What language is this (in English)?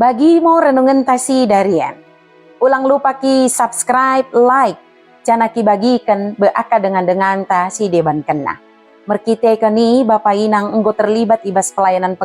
Batak Dairi